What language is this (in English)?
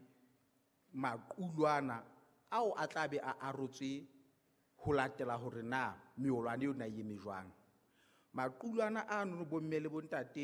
Southern Sotho